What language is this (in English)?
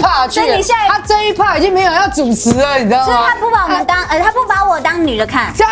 Chinese